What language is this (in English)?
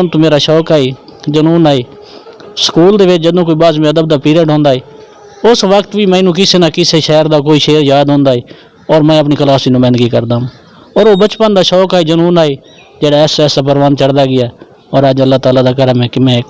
Saraiki